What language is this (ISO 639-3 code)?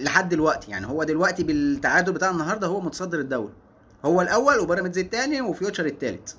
arz